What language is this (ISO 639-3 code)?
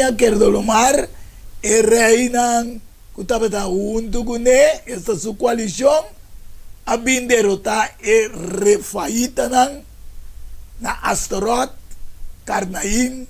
pap